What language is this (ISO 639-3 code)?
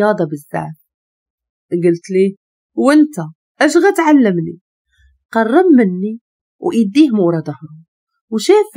ary